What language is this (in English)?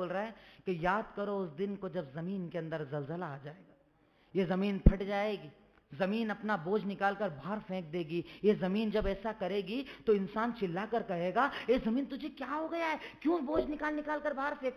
Urdu